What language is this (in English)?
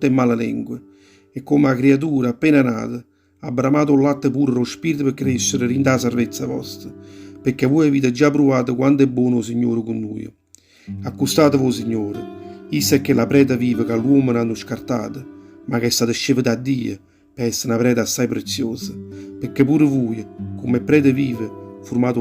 Neapolitan